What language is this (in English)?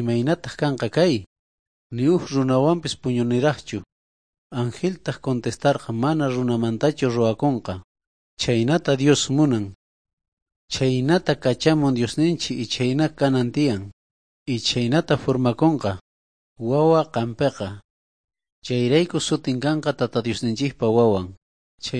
South Bolivian Quechua